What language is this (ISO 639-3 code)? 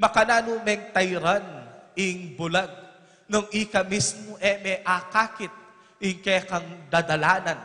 pam